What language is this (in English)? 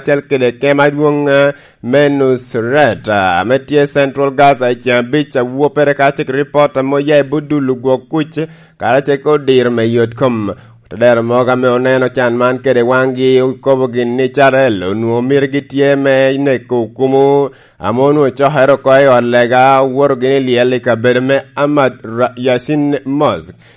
Lango (Uganda)